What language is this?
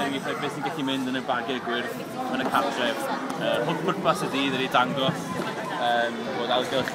Welsh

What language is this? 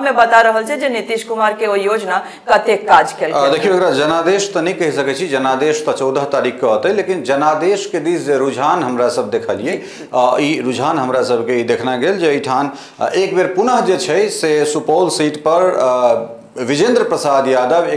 Maithili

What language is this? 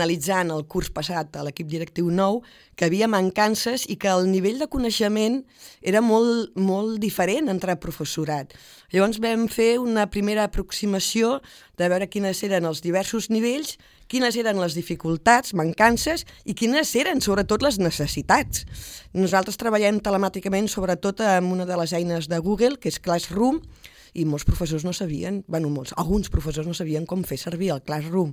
Catalan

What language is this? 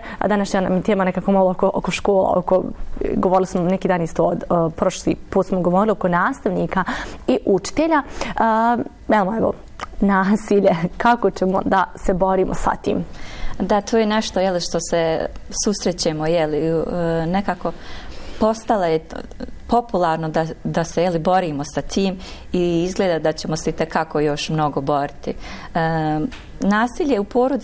Bosnian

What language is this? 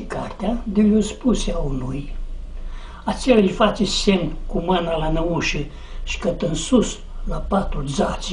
Aromanian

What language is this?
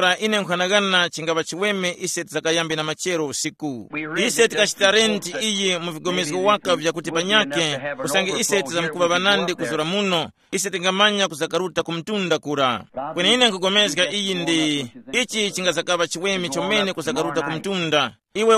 Tumbuka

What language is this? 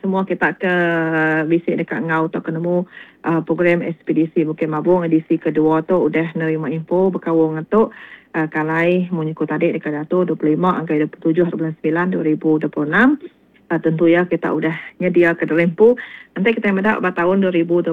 Iban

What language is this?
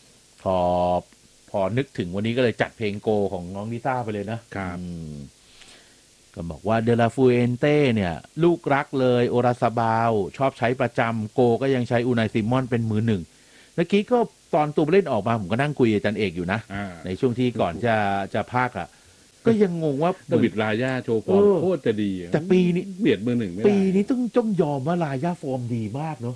Thai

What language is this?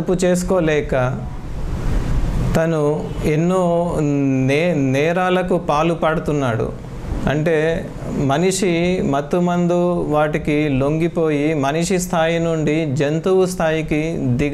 Telugu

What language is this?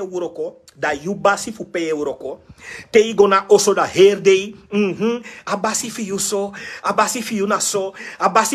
Sranan Tongo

